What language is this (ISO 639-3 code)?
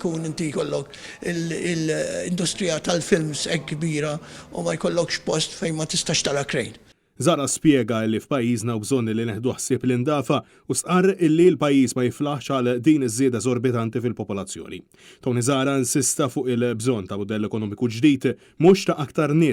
mlt